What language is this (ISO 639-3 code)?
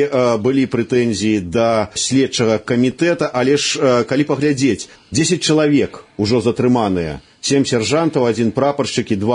bel